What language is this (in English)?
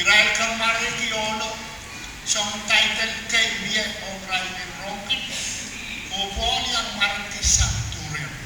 Pohnpeian